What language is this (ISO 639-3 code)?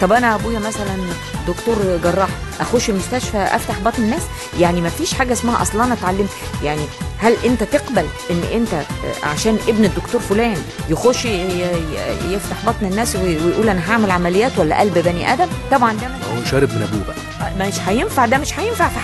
arz